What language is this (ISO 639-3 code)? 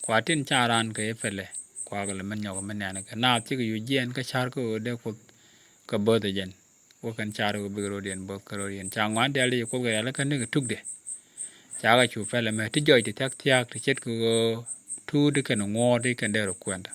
nus